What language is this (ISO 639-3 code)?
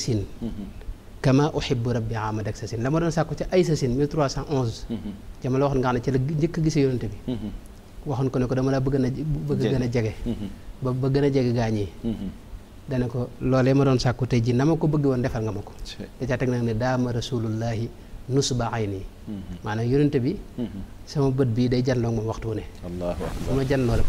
wol